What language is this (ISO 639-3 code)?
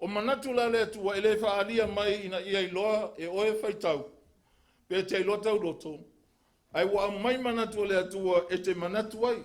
smo